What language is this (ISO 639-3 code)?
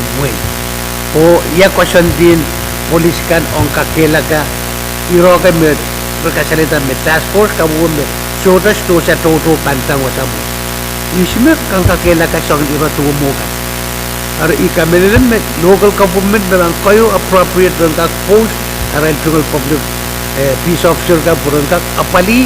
pon